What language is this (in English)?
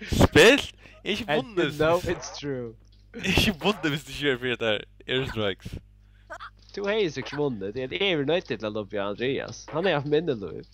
Faroese